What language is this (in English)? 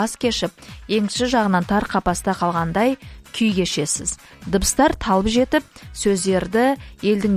Kazakh